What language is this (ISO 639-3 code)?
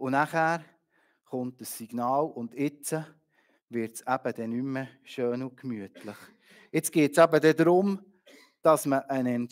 gsw